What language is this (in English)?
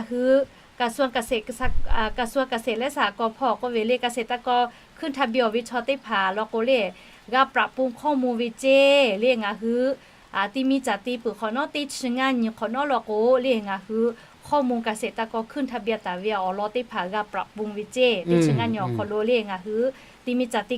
Lahu